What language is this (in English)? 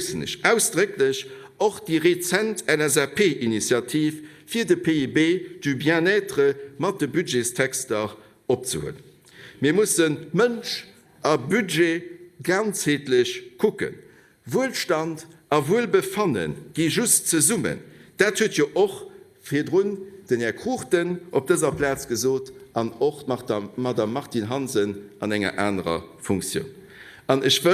Luxembourgish